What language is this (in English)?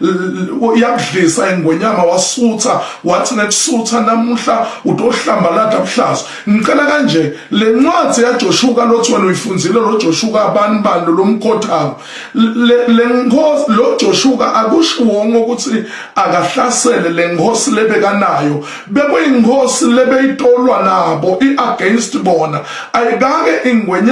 Swati